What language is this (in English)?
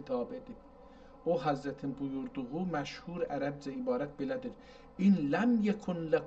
South Azerbaijani